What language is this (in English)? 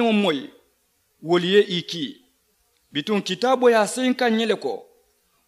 Mandingo